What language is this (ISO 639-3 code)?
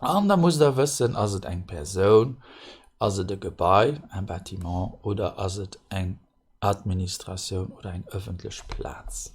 ltz